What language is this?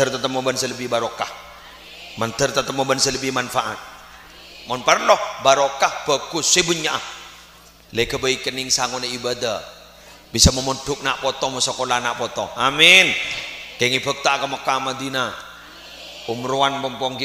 Madurese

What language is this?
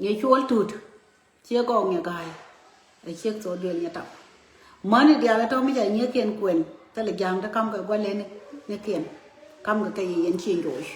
Nuer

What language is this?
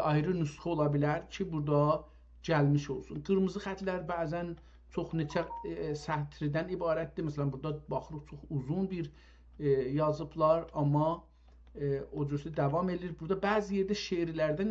South Azerbaijani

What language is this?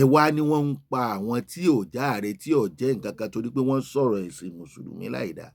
Yoruba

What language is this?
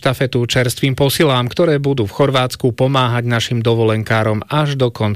Slovak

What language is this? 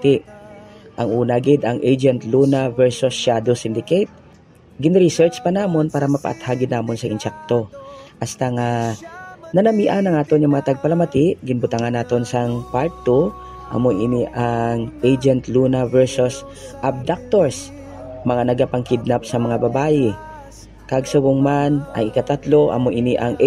Hiligaynon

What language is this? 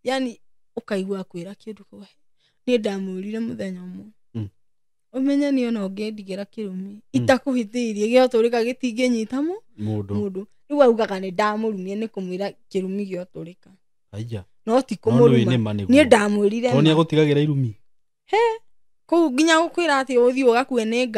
Kikuyu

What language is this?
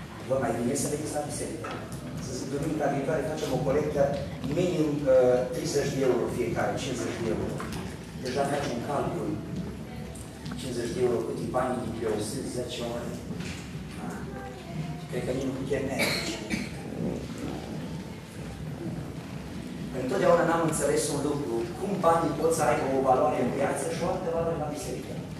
Romanian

